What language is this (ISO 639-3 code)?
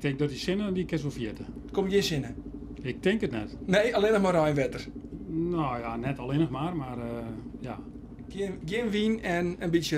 fry